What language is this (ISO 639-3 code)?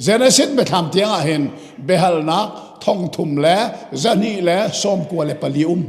cnh